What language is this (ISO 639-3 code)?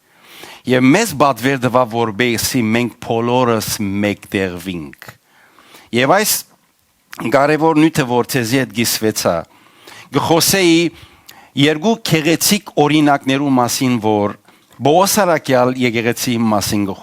hyw